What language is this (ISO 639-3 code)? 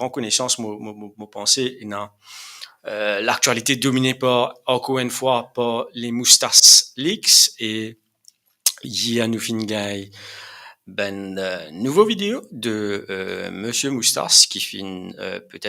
mfe